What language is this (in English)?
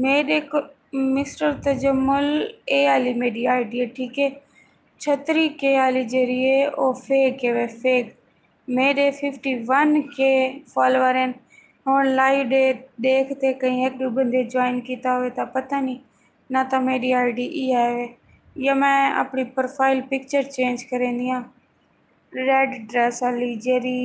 Saraiki